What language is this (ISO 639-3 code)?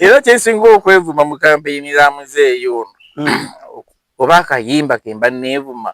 lug